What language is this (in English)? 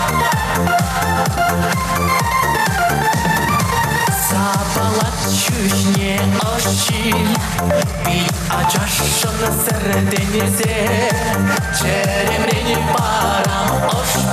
Chuvash